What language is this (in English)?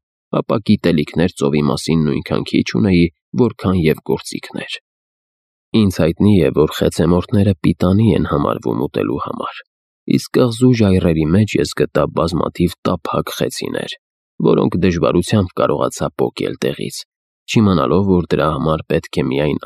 Armenian